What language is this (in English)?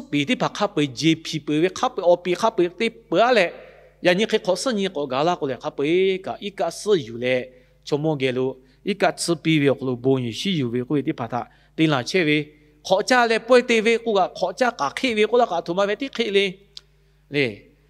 Lahu